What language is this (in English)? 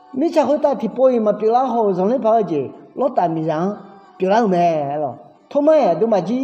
Akha